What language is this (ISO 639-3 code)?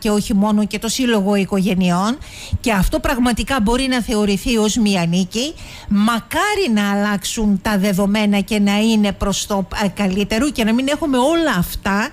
ell